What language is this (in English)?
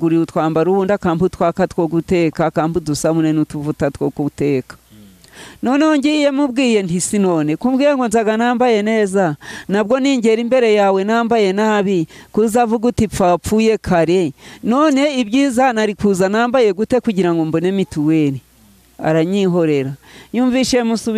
Kinyarwanda